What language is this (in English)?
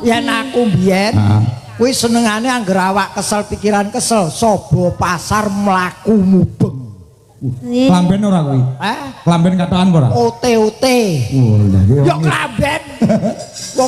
Javanese